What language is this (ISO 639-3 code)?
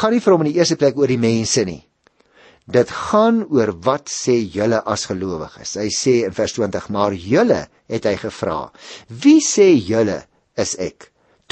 afr